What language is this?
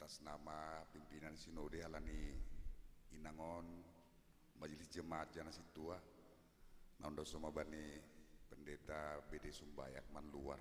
Batak Simalungun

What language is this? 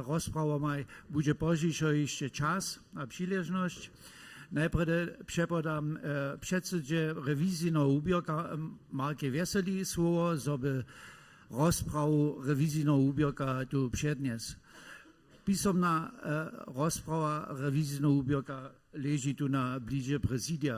Upper Sorbian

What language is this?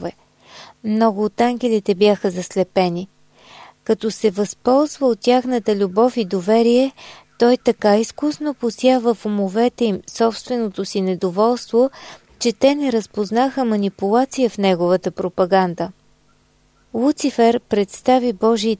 Bulgarian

